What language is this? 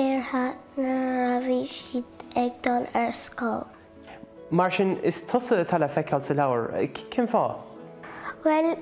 Irish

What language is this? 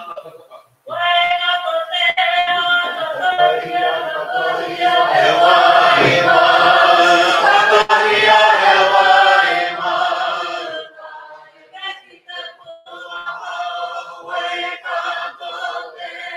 Māori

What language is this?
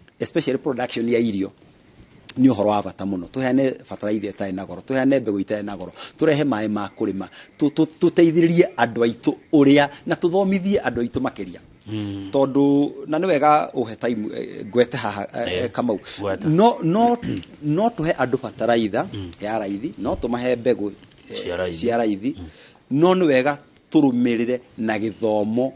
Kikuyu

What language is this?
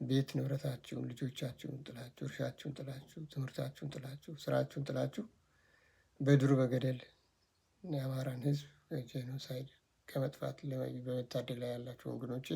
Amharic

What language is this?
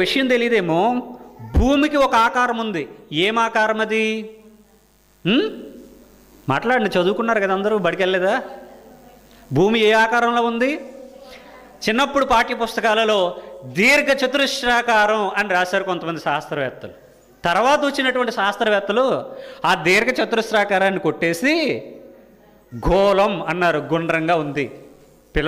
Telugu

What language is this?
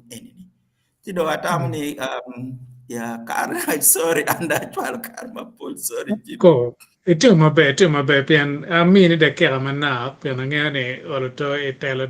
Acoli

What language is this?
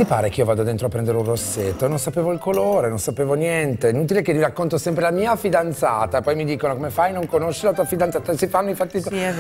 Italian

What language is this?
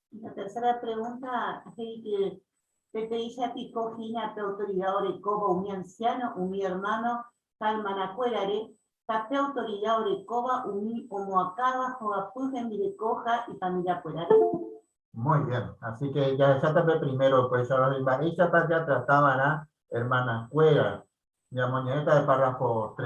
Guarani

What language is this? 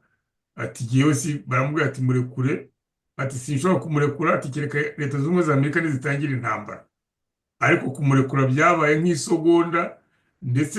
Kinyarwanda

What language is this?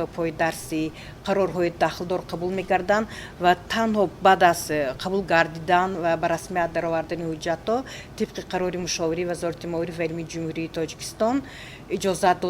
Tajik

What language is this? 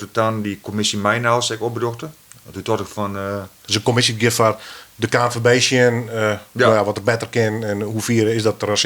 Western Frisian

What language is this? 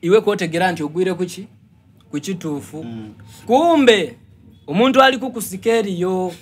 Soga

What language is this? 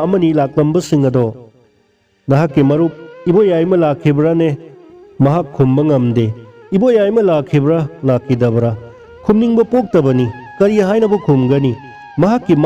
Manipuri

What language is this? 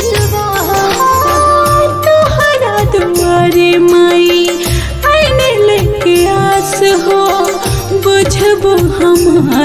Bhojpuri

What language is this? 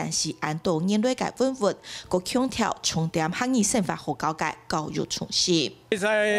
Hakka Chinese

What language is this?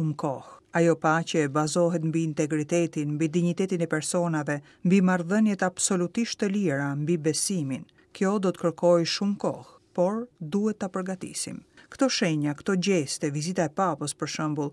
Albanian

